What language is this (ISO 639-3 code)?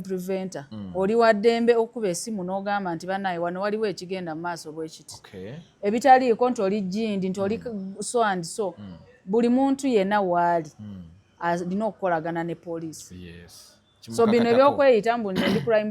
lug